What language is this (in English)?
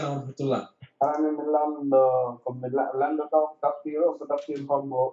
Fula